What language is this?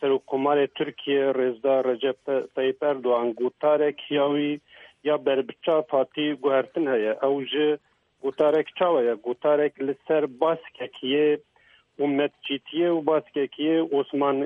Kurdish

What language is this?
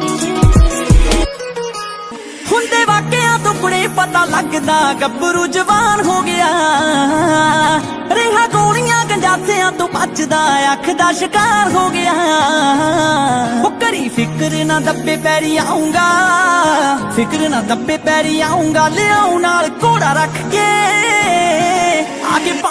Punjabi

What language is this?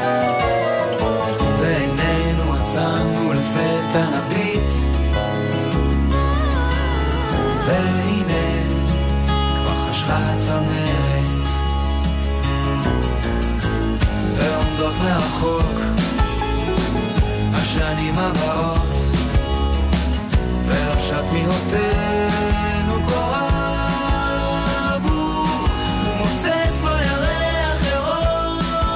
Hebrew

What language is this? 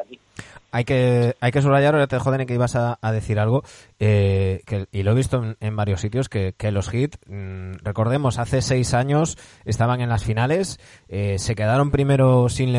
Spanish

